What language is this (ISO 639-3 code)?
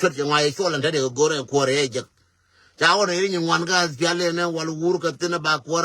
nus